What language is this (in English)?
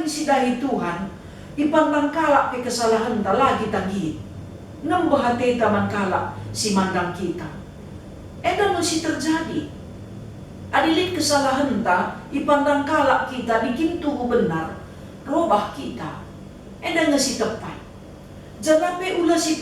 Batak Karo